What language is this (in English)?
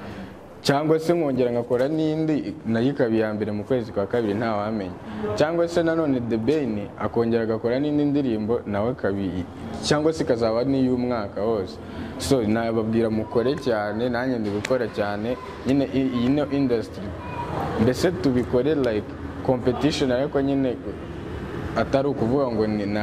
Kinyarwanda